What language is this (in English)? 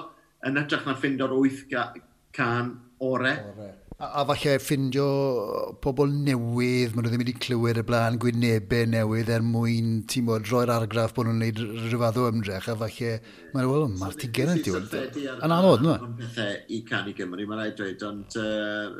Welsh